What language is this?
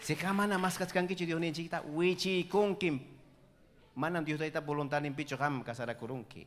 Ayacucho Quechua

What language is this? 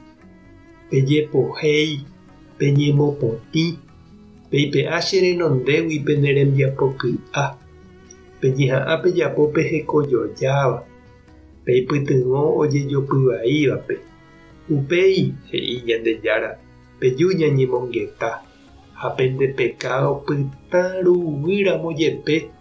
Guarani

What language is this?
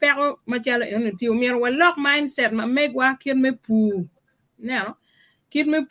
Acoli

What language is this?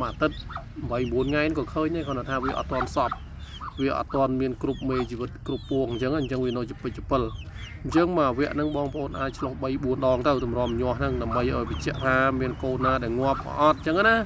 Khmer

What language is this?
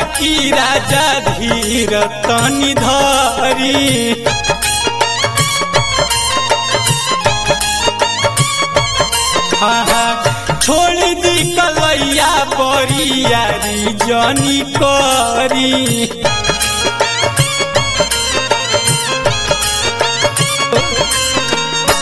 Bhojpuri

